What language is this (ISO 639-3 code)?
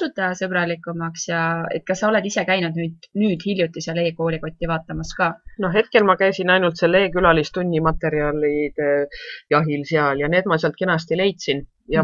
est